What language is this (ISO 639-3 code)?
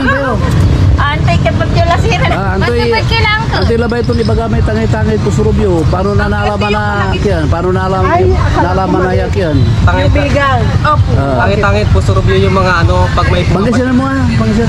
pag